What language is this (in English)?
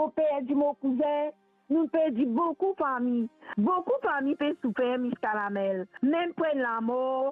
Morisyen